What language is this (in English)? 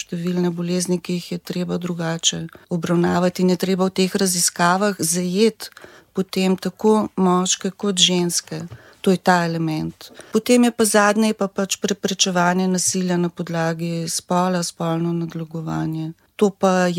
Slovenian